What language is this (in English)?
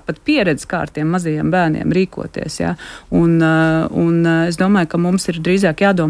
Latvian